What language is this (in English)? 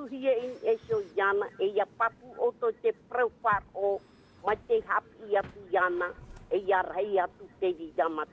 Tahitian